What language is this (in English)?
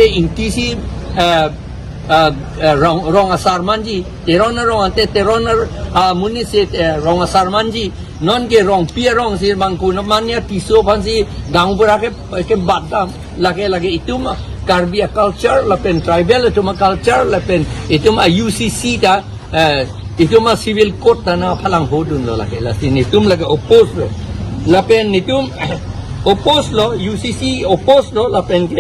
Karbi